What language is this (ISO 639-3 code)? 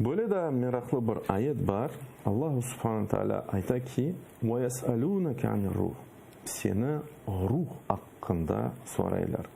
crh